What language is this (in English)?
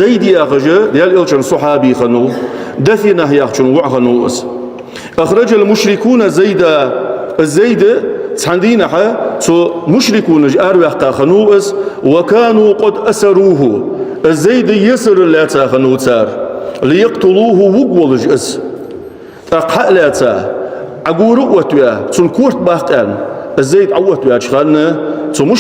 Ingush